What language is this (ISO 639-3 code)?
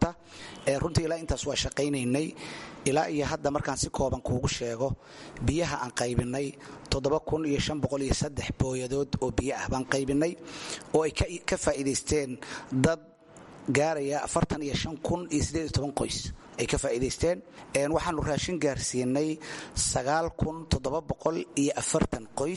som